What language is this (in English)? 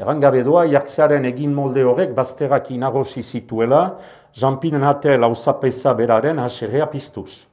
Basque